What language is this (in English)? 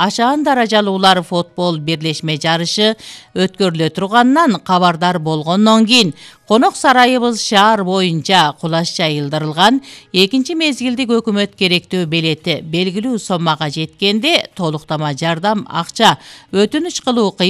Kyrgyz